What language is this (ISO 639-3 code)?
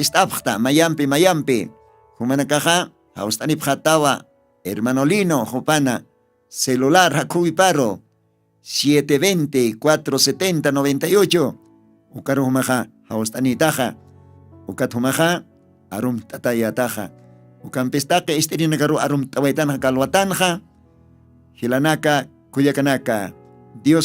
aym